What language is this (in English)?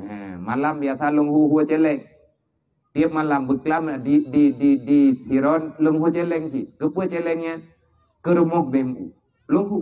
Achinese